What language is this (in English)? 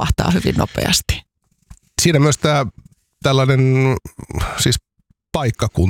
Finnish